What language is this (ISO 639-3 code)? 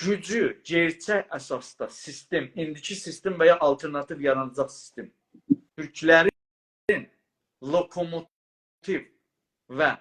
azb